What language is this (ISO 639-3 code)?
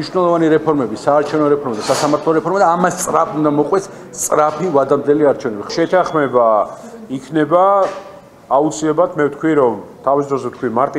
kat